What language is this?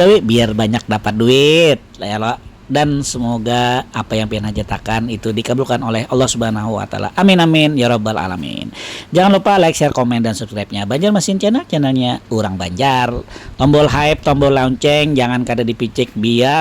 Banjar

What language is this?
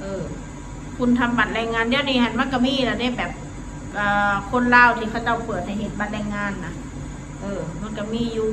Northeastern Thai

